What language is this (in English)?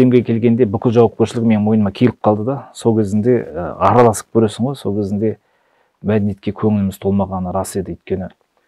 Kazakh